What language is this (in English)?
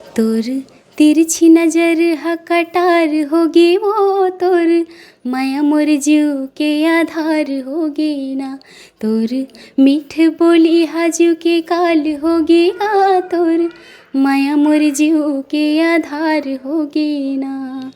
Chhattisgarhi